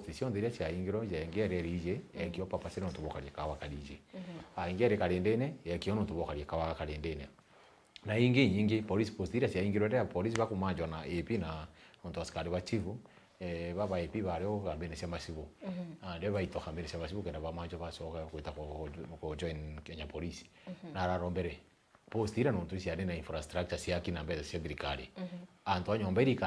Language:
Meru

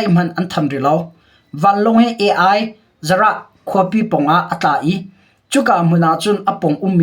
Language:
Hakha Chin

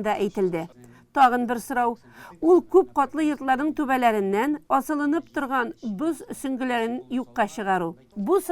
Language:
Tatar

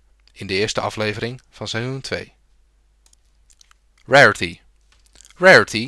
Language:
Dutch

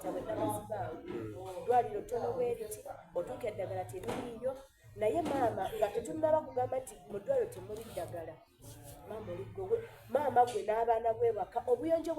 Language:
Soga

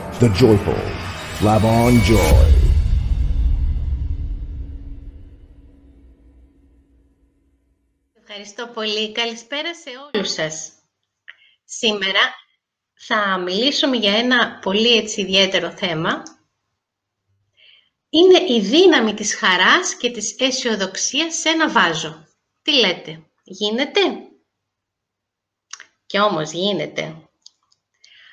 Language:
Greek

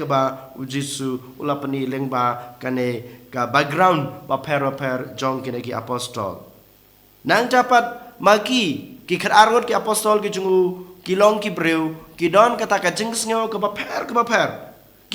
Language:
Khasi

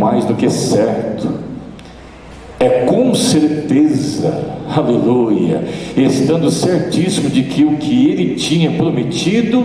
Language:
Portuguese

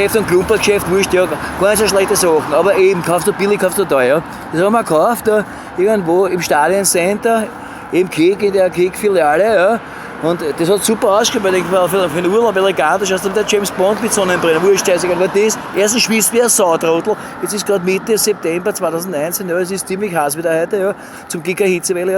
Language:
Bavarian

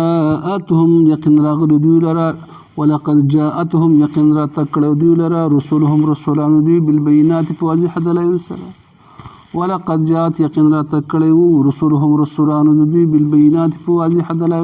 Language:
Pashto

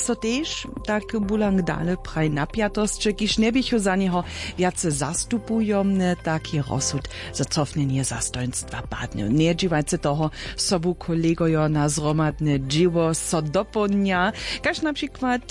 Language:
Upper Sorbian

